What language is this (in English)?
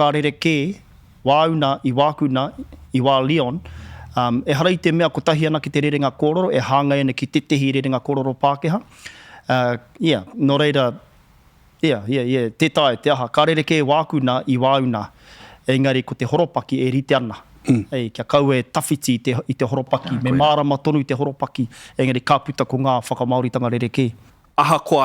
Māori